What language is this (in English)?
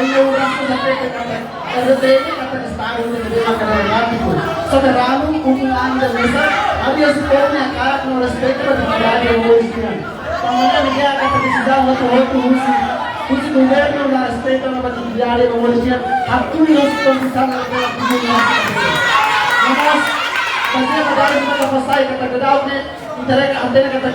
Tetum